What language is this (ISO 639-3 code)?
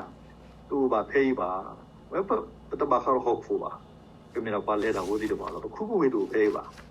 ksw